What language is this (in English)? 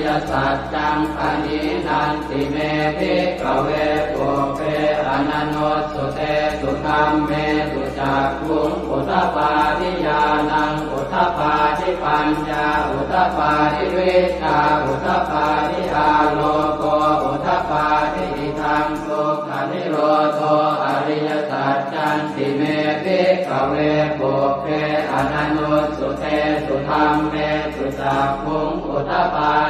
Pali